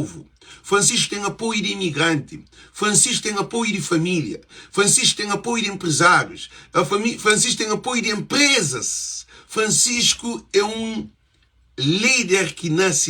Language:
Kabuverdianu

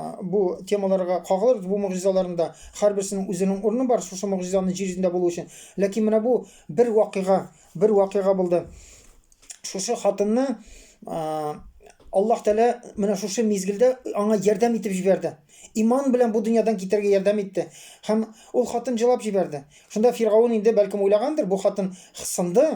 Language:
Tatar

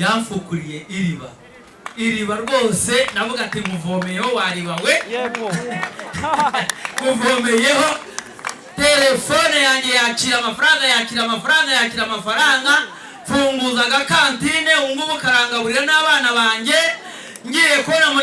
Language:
Kinyarwanda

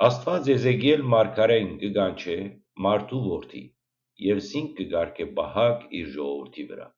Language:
Western Armenian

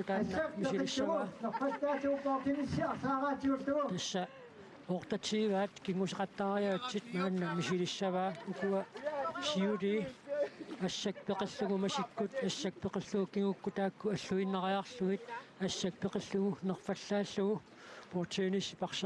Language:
Kalaallisut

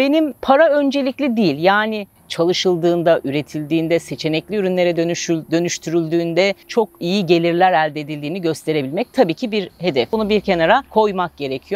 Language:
Turkish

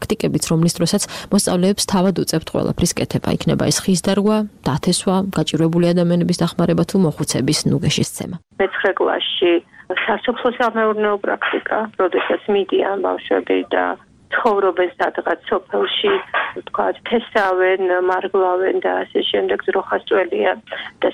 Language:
Georgian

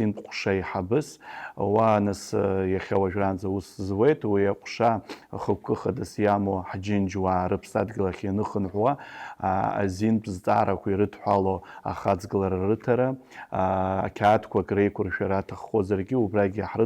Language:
Abkhazian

